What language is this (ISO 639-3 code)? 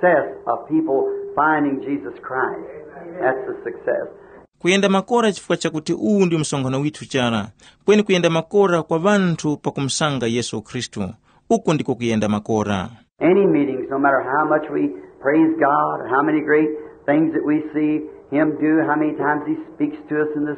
tum